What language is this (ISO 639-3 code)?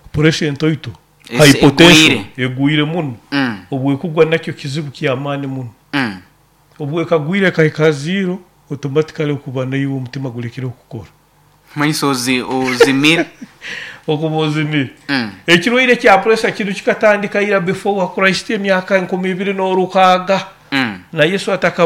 nyo